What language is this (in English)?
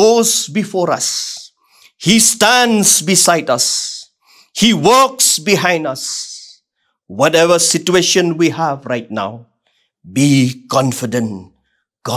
Khasi